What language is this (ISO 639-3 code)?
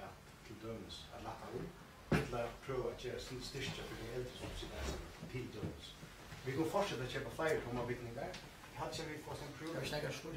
fao